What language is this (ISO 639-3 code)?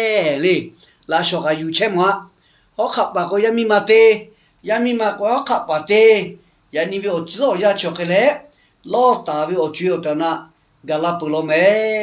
lhu